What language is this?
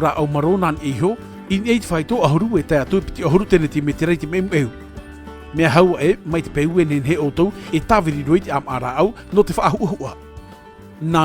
Tahitian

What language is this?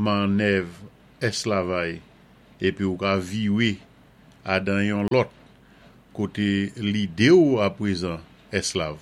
Saint Lucian Creole French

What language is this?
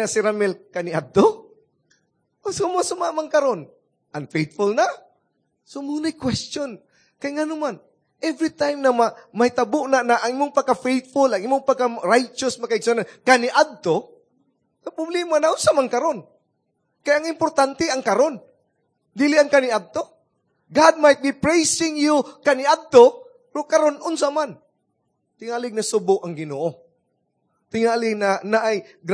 Cebuano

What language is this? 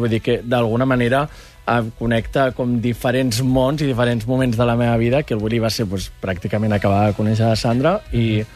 Catalan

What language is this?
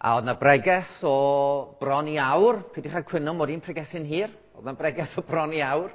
Welsh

